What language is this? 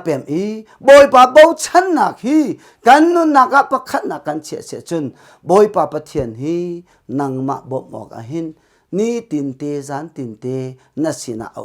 Hakha Chin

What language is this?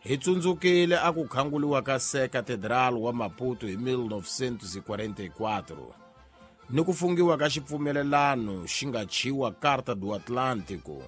Tsonga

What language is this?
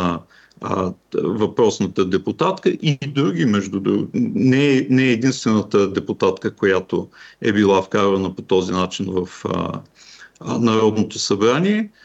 Bulgarian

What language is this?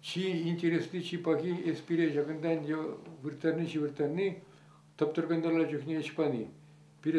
Chuvash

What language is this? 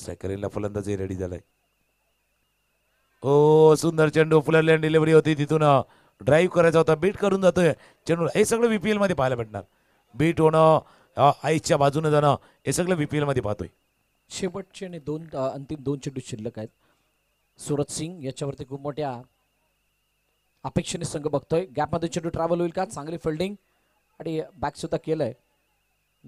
Marathi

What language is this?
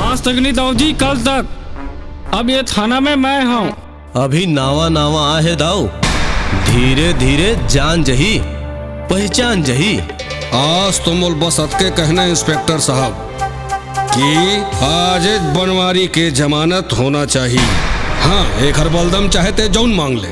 Chhattisgarhi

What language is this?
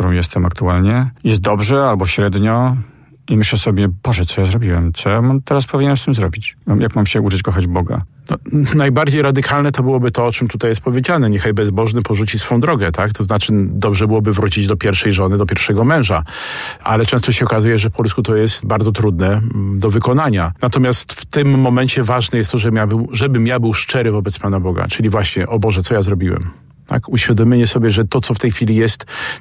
Polish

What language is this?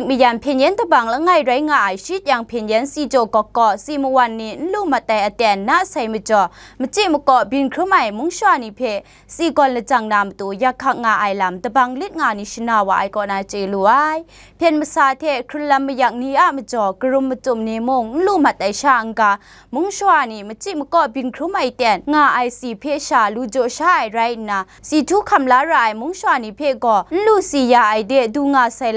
Kachin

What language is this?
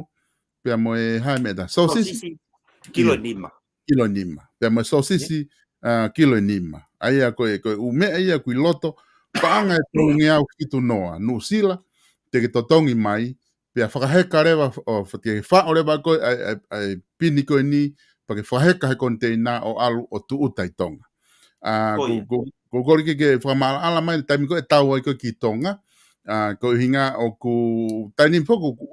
Tongan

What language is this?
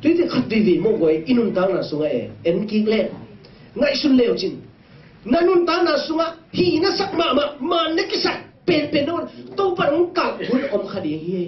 Tedim Chin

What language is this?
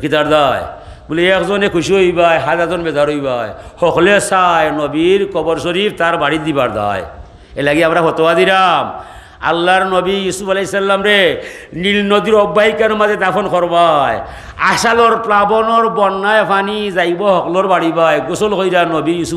Sylheti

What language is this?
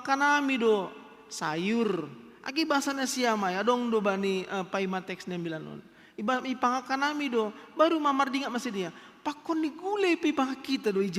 Batak Simalungun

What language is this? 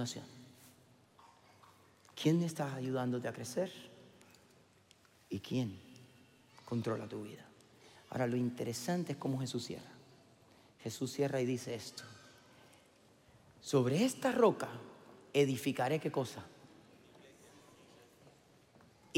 Spanish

